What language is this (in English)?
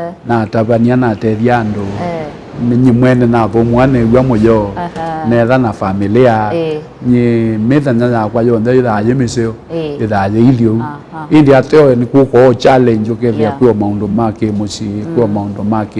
Kamba